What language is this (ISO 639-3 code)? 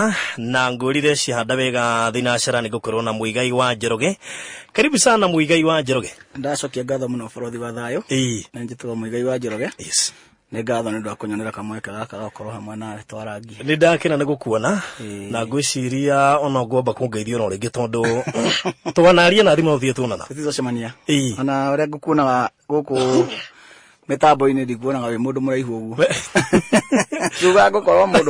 kik